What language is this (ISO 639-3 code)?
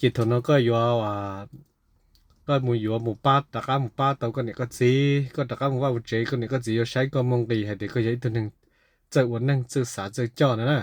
hmn